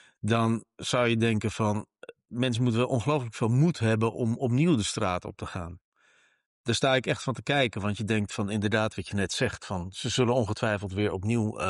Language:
Dutch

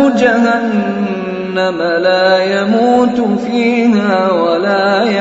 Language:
Pashto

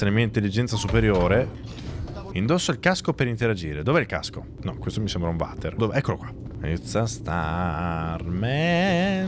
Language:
Italian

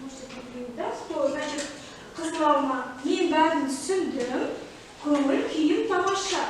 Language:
Kazakh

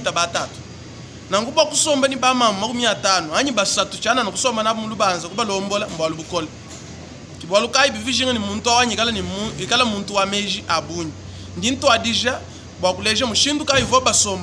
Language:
Luba-Lulua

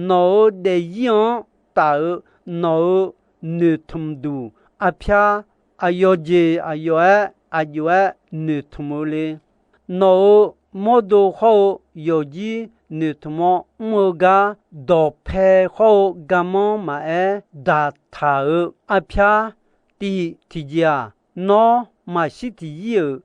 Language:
Akha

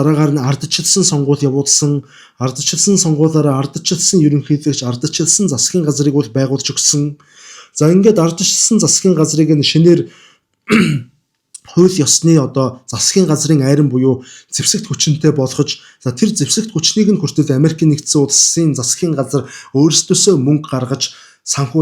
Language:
Mongolian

